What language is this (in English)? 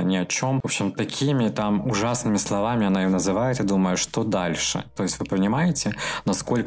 Russian